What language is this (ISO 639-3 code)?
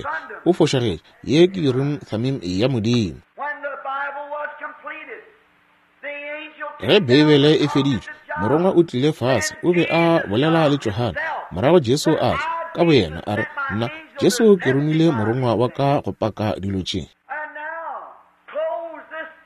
nso